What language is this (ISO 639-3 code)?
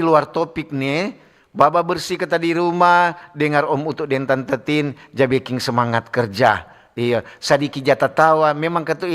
xmm